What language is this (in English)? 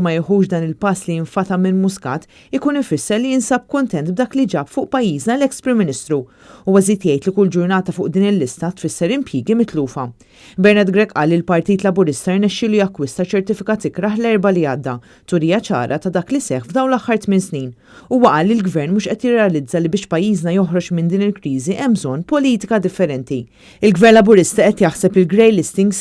Maltese